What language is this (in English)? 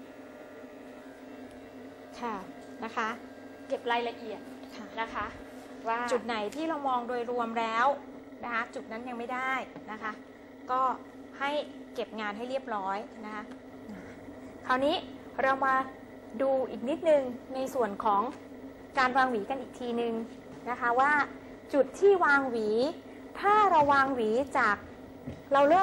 Thai